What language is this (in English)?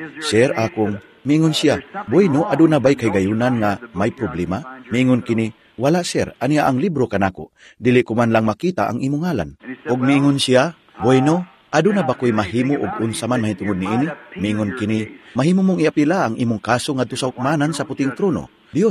Cebuano